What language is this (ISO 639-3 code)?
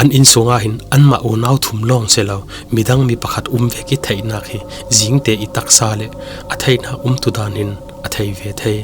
cfm